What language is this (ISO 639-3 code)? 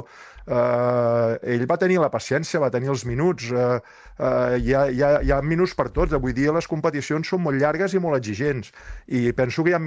cat